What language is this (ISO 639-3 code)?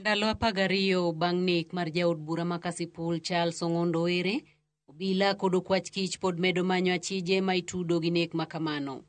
luo